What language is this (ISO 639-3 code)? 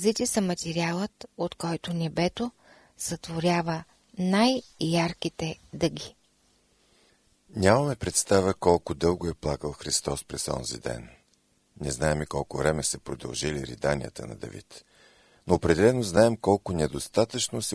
bul